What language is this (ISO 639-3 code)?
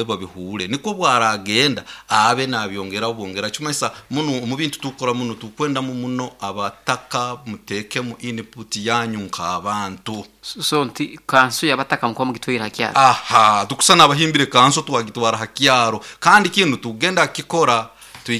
nyo